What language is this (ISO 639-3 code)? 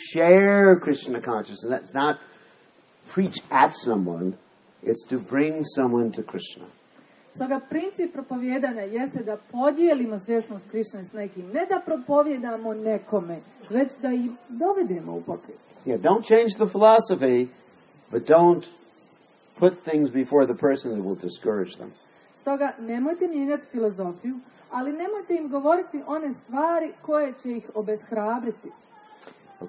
hrv